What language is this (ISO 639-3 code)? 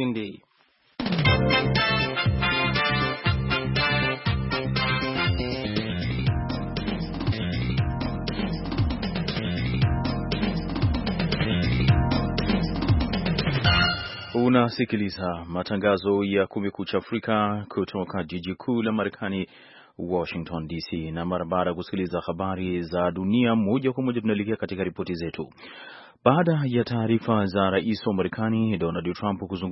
swa